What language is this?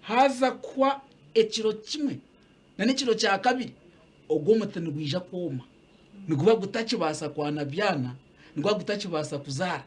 Nyankole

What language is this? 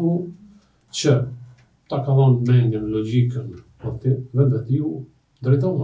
Albanian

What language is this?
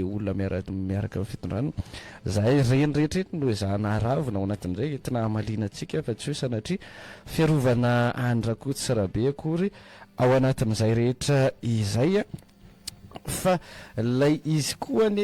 Malagasy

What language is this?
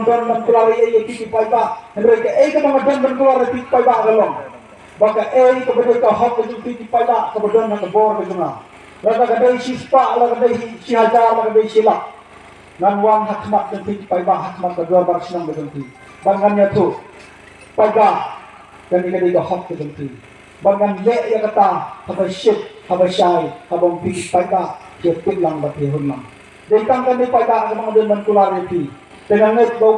Khasi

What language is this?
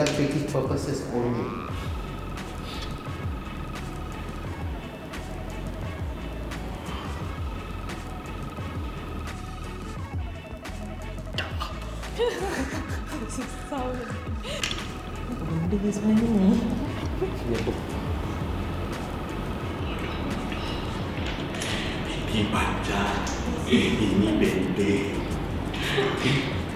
Malay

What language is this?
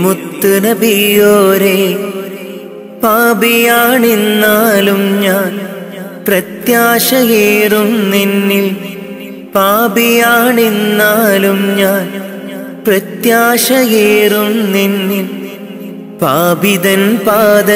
Malayalam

